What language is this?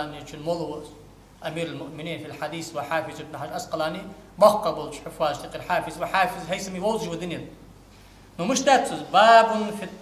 Ingush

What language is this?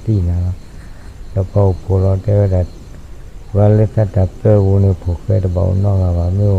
S'gaw Karen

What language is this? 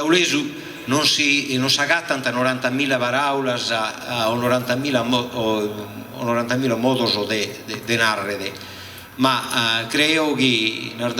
Sardinian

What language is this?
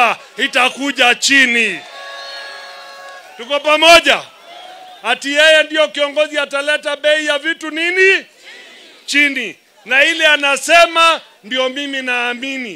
Swahili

